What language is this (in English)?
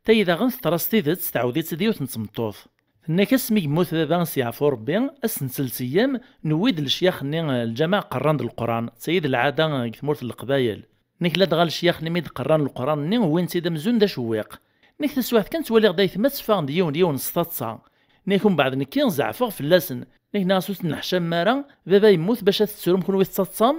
Kabyle